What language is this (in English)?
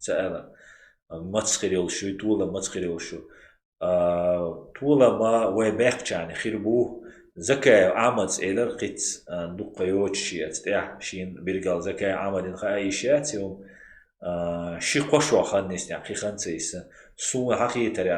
Chechen